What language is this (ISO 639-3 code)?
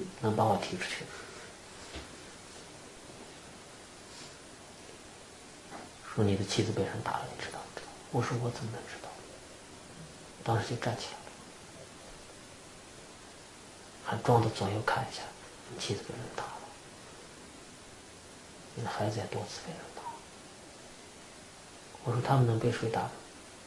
zho